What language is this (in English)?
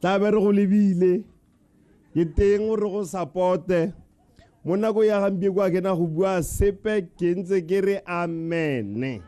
Tswana